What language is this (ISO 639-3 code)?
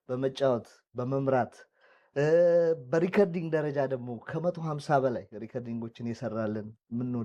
amh